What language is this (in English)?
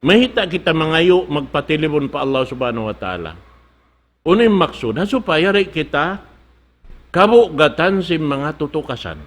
Tausug